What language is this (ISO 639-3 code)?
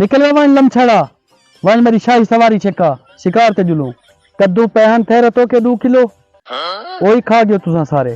skr